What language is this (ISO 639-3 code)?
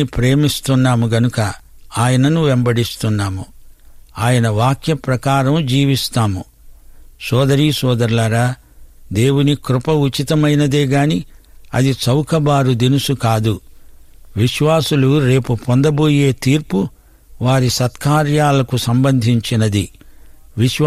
tel